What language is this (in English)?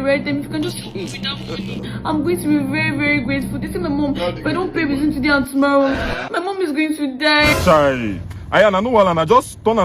Nigerian Pidgin